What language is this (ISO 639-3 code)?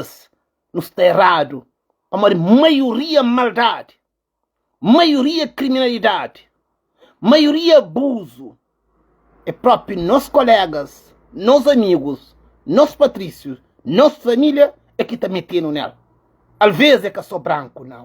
kea